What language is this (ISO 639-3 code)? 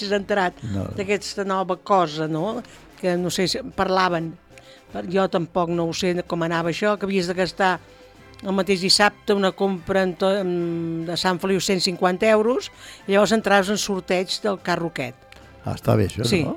cat